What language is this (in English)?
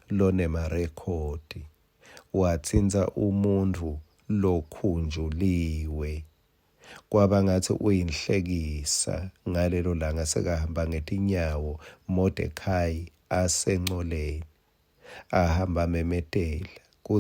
Swati